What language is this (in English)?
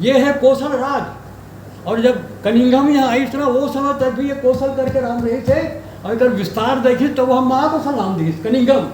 Chhattisgarhi